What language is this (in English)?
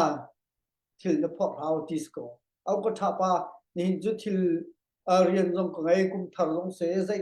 Hakha Chin